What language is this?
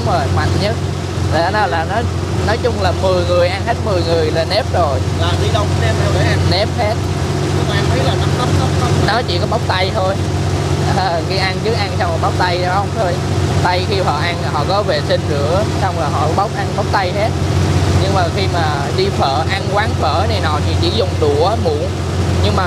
Vietnamese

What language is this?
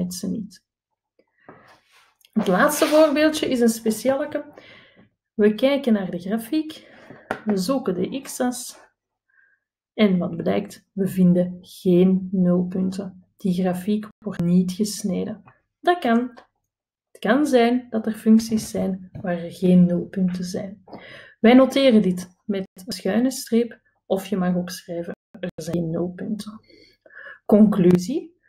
Dutch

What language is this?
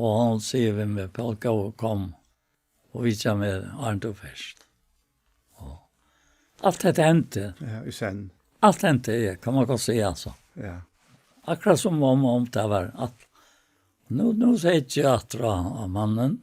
Faroese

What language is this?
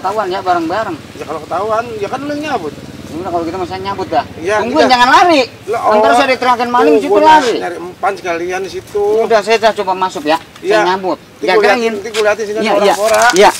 Betawi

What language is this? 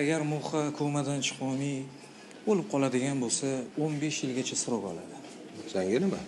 Uzbek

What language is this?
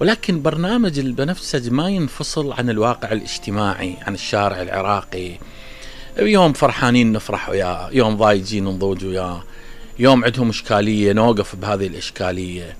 Mesopotamian Arabic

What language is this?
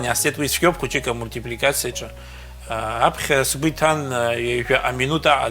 Abkhazian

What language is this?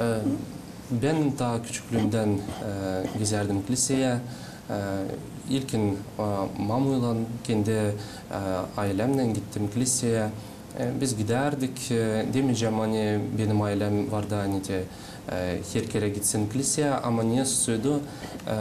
Gagauz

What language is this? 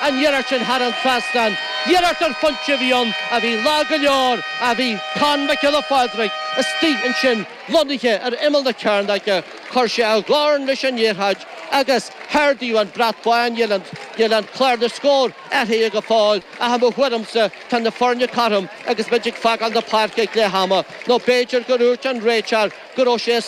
Irish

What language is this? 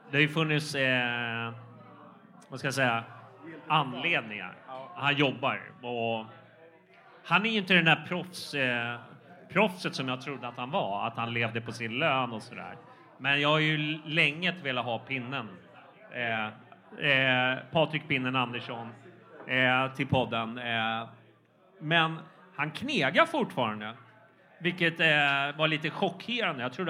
Swedish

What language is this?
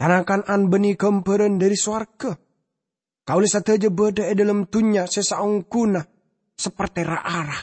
Madurese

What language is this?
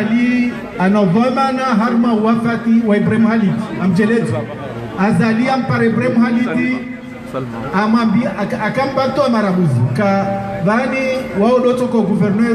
Ngazidja Comorian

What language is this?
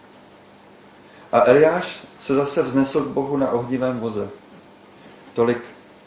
Czech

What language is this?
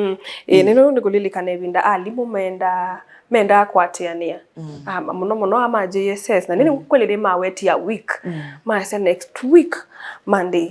Kamba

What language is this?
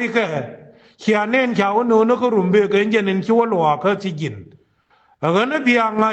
Nuer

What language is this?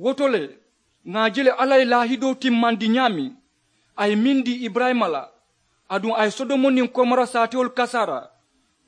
Mandingo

